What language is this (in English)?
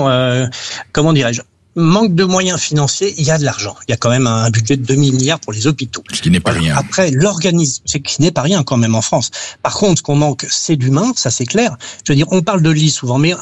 French